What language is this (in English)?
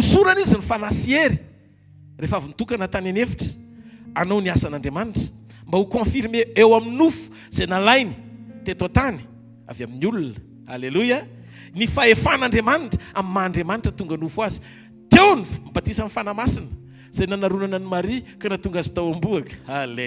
Malagasy